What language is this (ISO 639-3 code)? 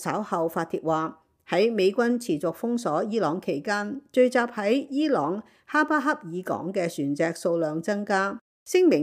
yue